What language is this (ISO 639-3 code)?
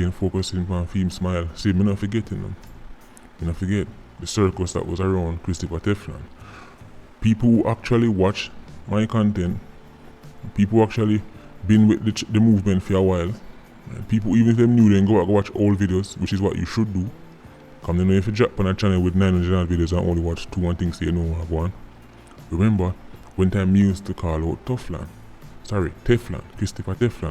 jam